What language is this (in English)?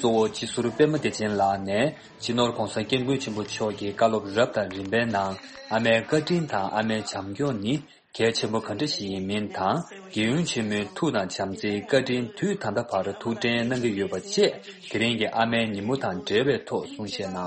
Tibetan